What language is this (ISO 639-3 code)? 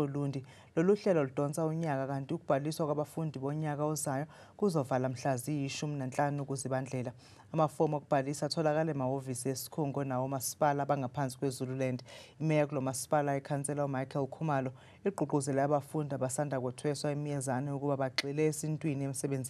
zul